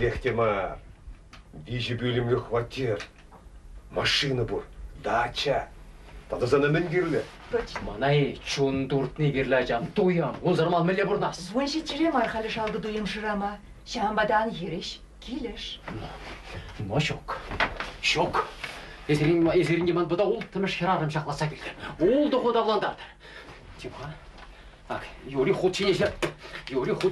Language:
Chuvash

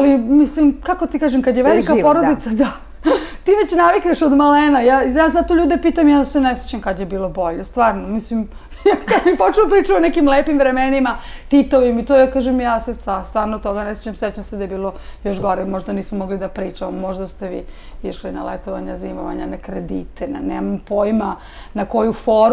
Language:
Serbian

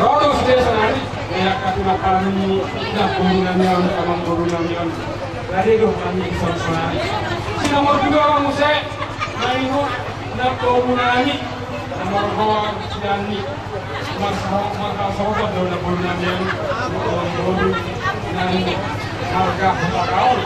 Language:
Batak Toba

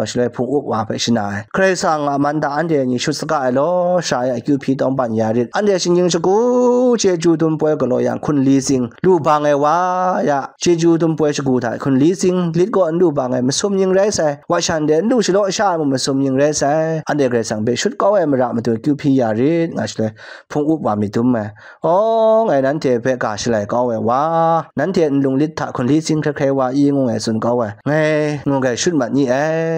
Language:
Kachin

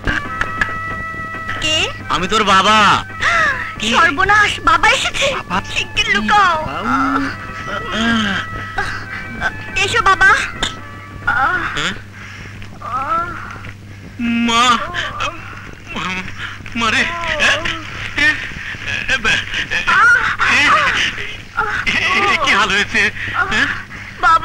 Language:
Bangla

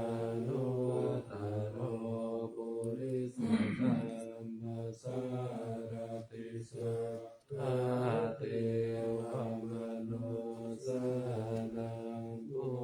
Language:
Pali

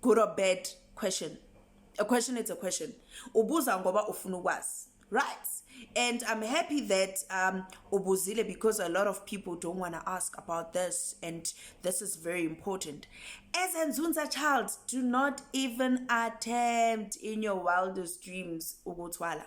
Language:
Zulu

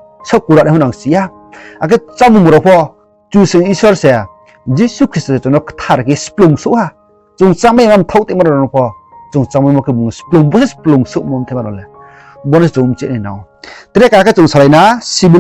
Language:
Riang (India)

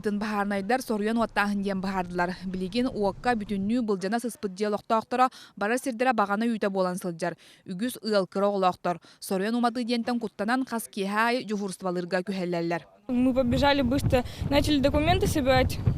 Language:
Yakut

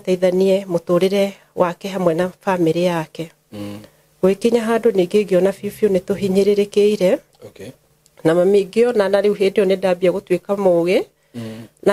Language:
Kikuyu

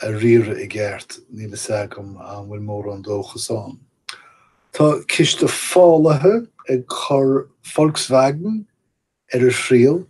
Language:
Irish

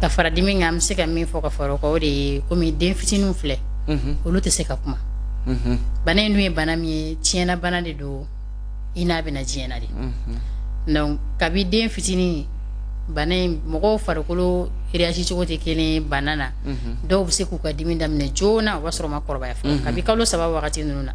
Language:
Bambara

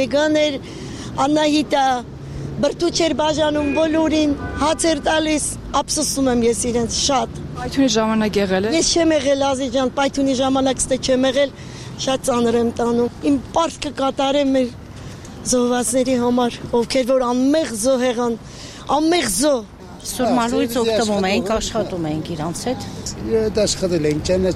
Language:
Armenian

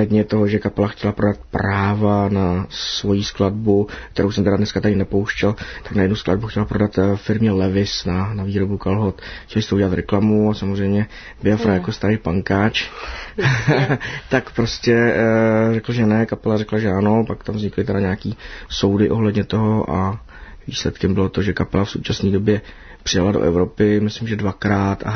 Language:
Czech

